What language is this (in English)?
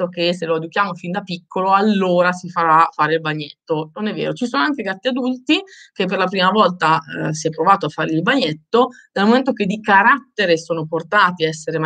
Italian